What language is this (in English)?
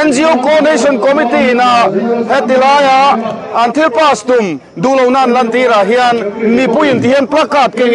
Mizo